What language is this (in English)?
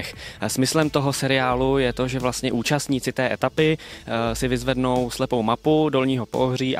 Czech